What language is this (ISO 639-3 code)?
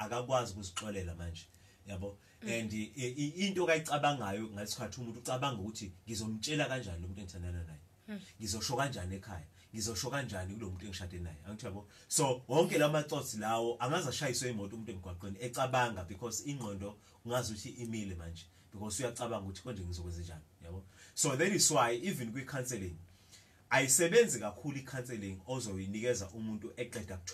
zul